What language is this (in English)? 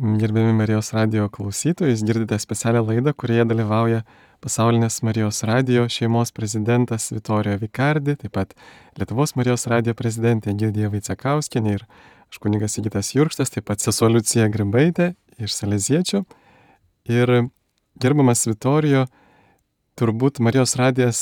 Lithuanian